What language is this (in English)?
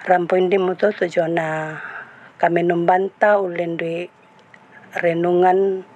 Toraja-Sa'dan